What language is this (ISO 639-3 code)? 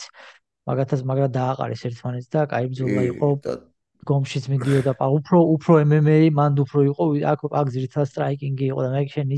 kat